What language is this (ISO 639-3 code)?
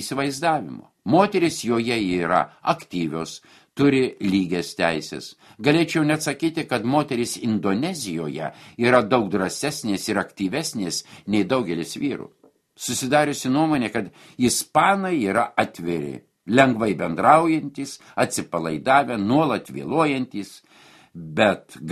lit